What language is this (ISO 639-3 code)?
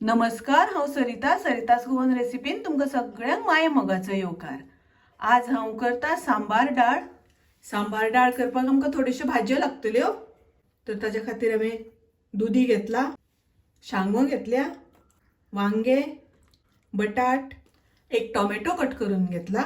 kok